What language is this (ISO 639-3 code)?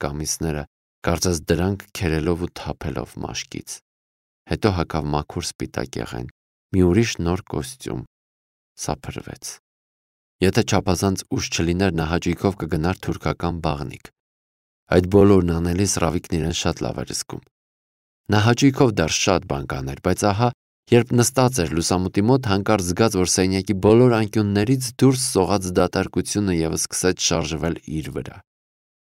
hye